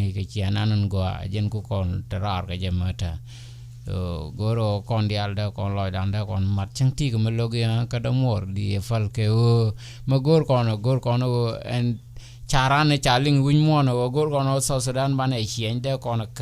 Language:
Nuer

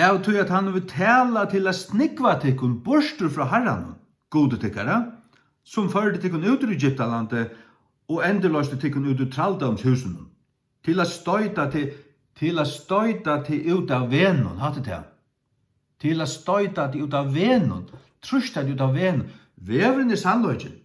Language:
Faroese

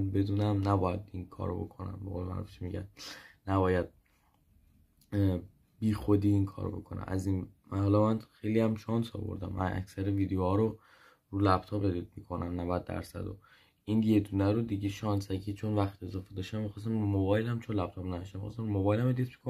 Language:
Persian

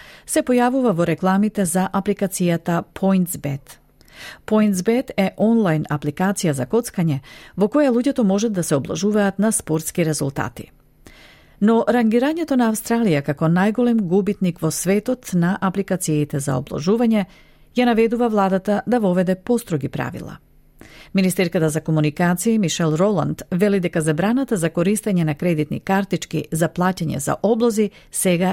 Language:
Macedonian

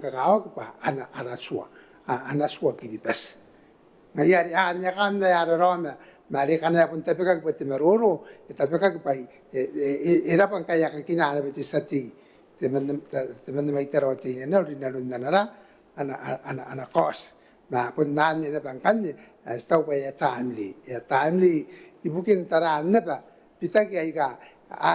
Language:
Gilbertese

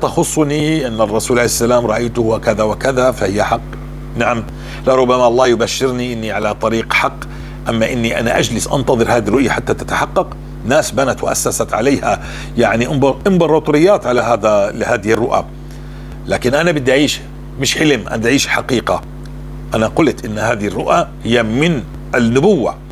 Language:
North Levantine Arabic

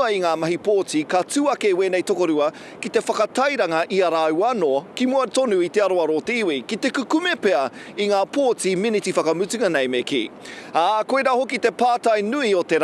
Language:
Māori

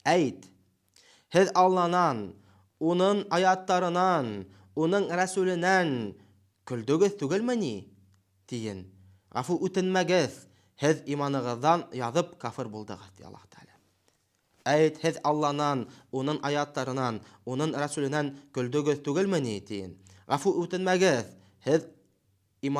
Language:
Bashkir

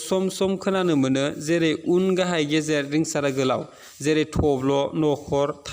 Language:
Bodo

